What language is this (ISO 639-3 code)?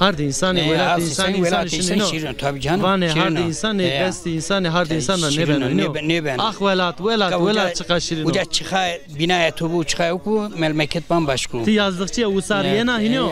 zza